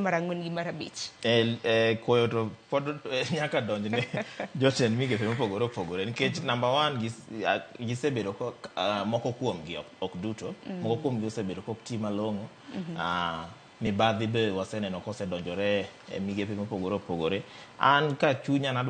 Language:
Luo (Kenya and Tanzania)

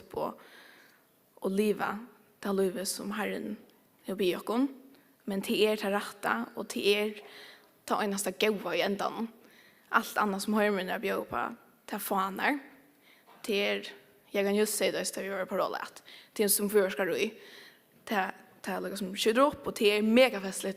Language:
Faroese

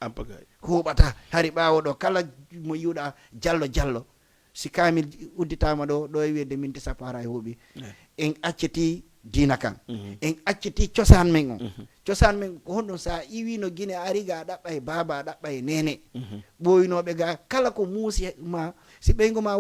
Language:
Fula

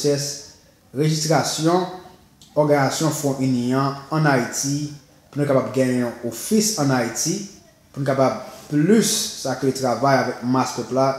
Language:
Haitian Creole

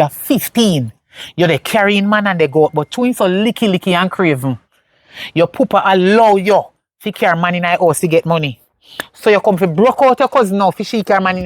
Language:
Jamaican Creole English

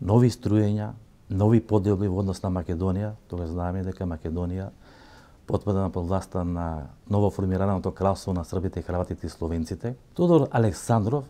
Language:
Macedonian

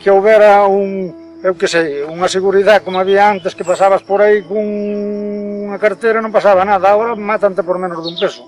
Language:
Galician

